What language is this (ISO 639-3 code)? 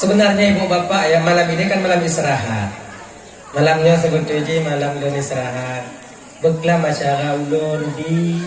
ace